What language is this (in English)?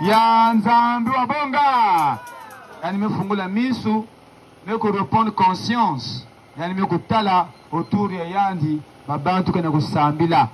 Kituba (Democratic Republic of Congo)